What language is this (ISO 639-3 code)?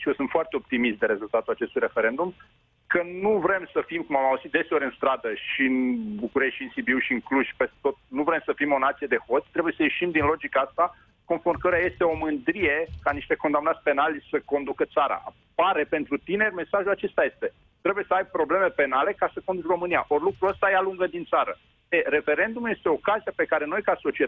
ron